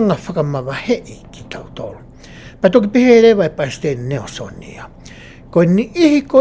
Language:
Tongan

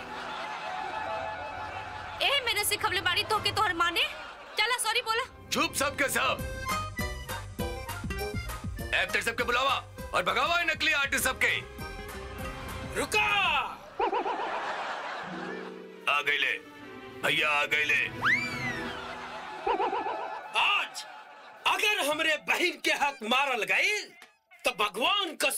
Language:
Bhojpuri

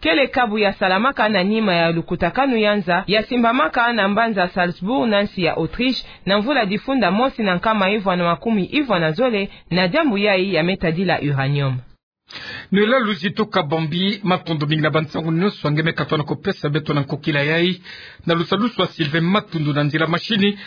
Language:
Kituba (Democratic Republic of Congo)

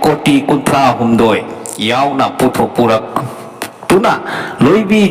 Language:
Manipuri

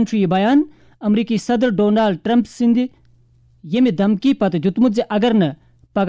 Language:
Kashmiri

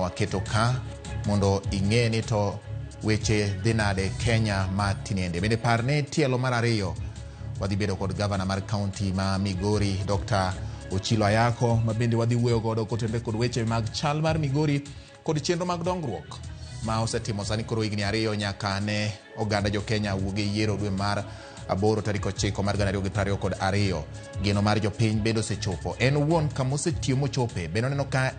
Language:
Luo (Kenya and Tanzania)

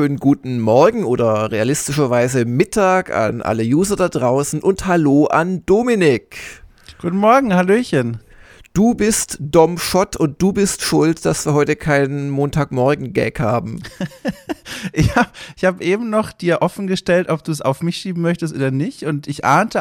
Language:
German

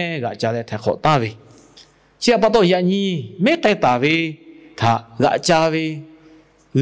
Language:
Lahu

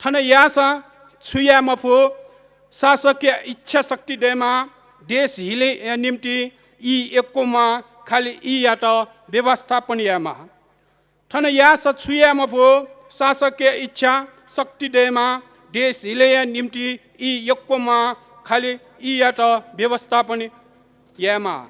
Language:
Newari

